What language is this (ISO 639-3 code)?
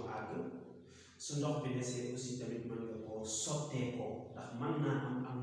wol